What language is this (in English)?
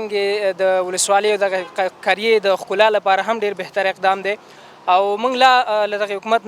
Pashto